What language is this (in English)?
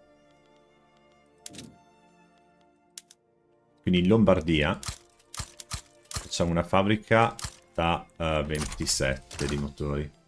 Italian